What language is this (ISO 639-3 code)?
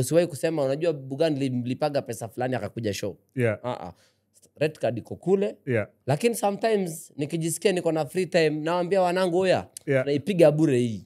swa